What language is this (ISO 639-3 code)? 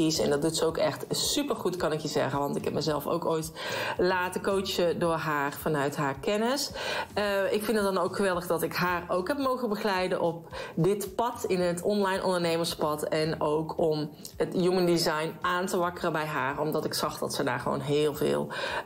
nld